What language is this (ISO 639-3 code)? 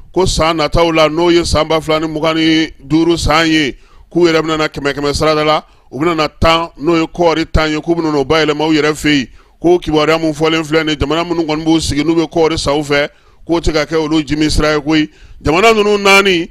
bam